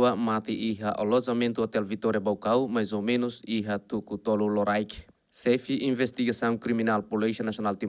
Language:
Tetum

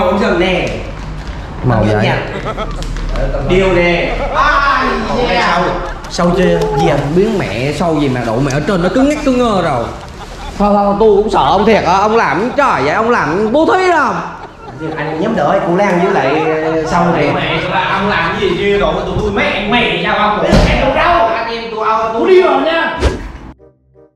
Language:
Vietnamese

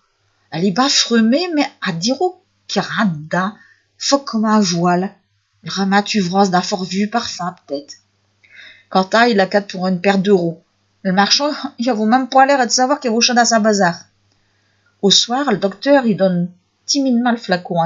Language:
Picard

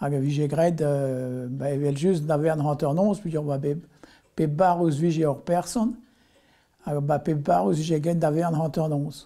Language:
Breton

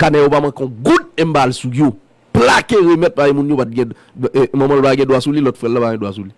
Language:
Haitian Creole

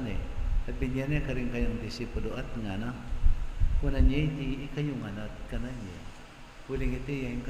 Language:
Pampanga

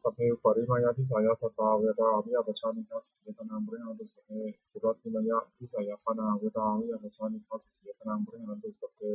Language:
Pali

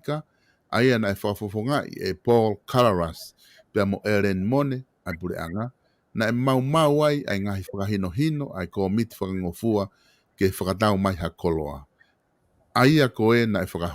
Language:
Tongan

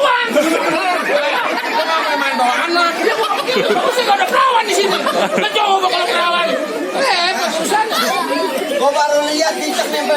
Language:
Betawi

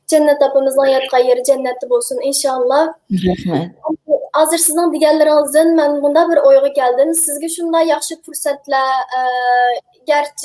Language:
Uyghur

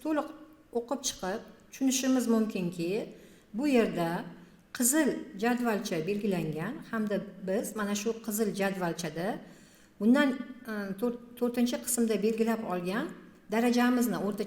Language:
Uzbek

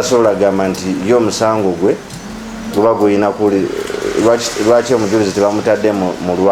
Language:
Ganda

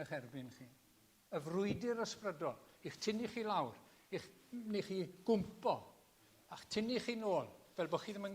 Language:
Welsh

